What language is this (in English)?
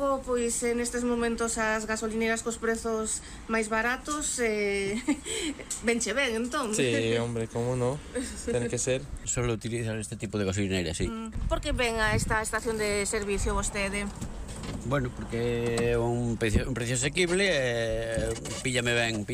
Galician